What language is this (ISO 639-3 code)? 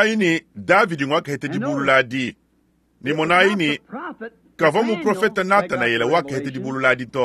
lua